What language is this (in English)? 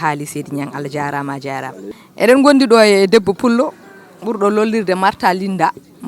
Fula